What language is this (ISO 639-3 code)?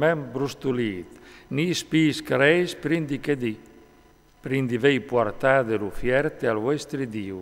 fur